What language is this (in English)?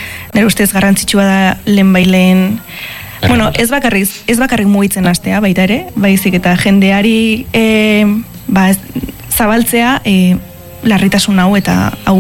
Basque